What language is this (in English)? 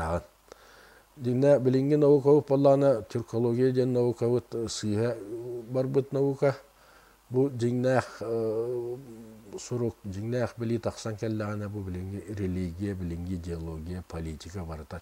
Yakut